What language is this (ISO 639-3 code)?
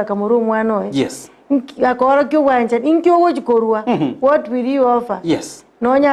guz